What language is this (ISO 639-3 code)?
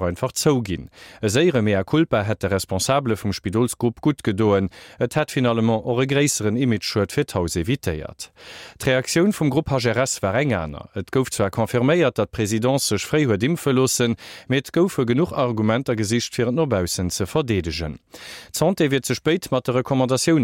ltz